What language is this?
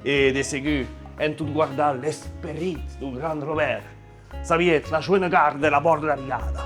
Occitan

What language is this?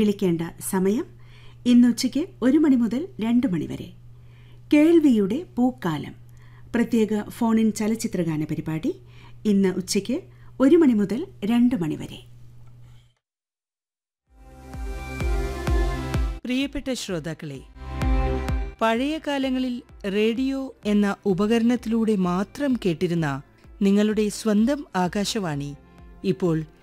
Malayalam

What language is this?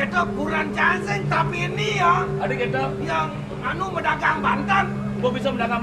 Balinese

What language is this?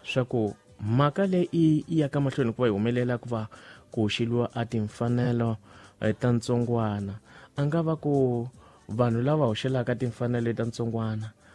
Tsonga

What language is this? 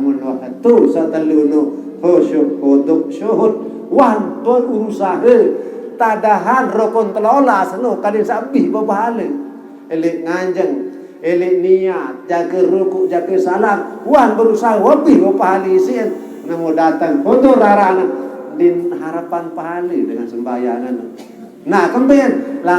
Sasak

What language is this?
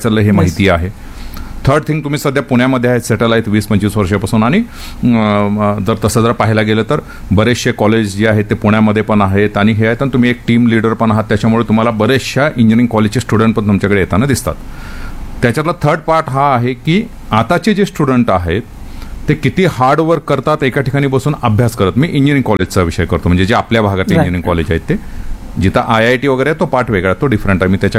Marathi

